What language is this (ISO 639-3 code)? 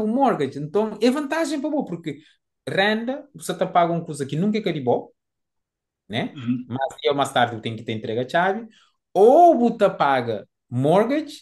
kea